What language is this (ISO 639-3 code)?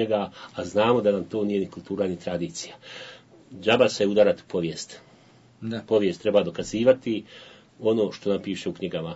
bos